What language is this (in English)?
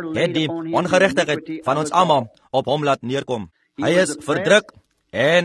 Afrikaans